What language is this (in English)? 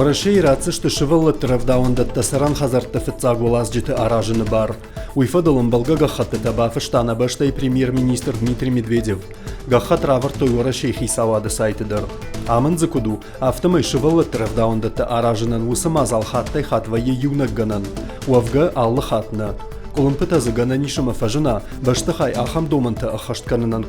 Ossetic